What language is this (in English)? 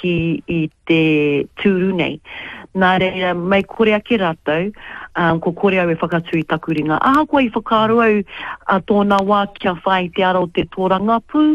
Māori